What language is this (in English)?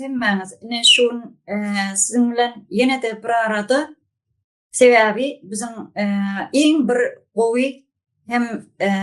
Turkmen